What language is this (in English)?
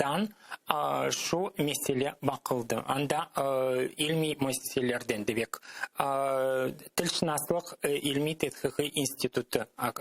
Crimean Tatar